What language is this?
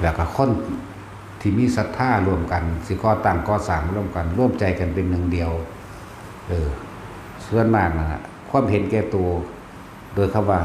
Northeastern Thai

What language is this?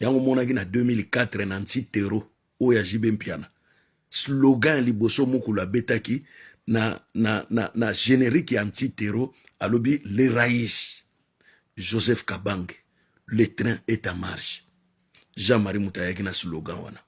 Lingala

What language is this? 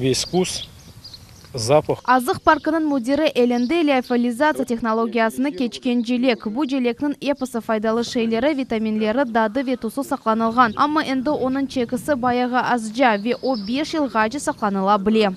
Crimean Tatar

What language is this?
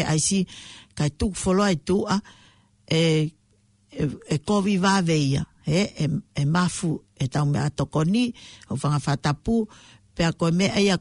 Tongan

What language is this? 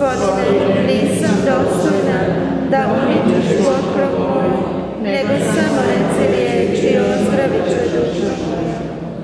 Croatian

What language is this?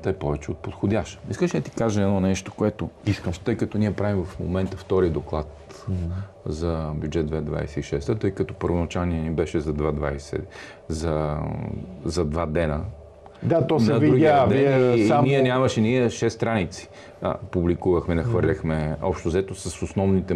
Bulgarian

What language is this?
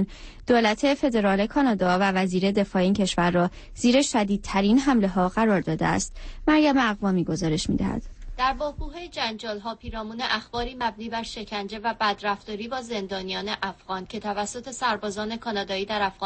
Persian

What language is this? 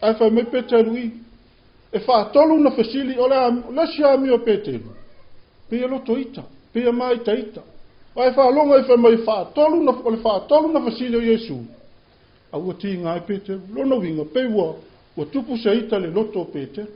Samoan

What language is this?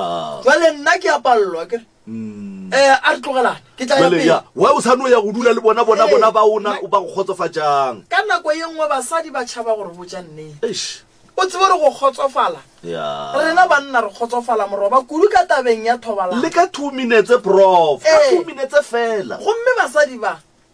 Northern Sotho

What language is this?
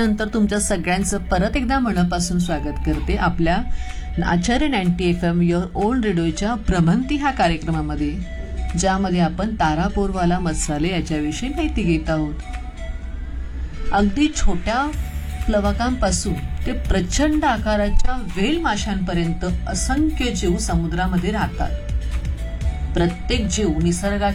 Marathi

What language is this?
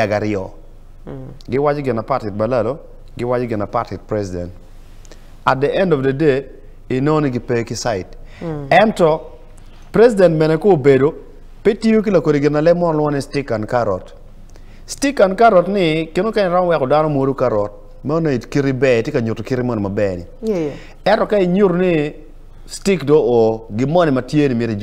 Acoli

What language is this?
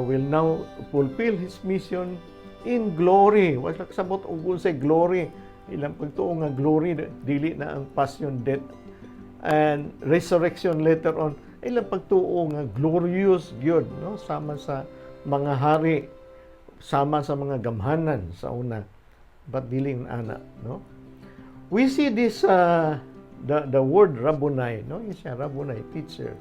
Cebuano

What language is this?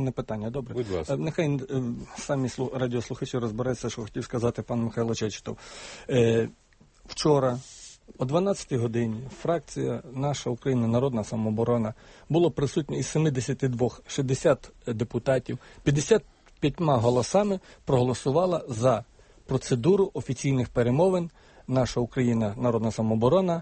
Ukrainian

